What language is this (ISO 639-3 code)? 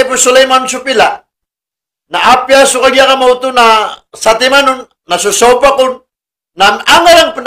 mrw